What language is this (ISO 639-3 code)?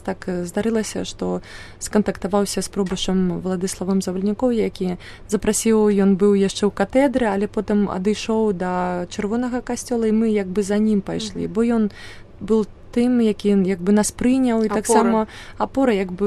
bel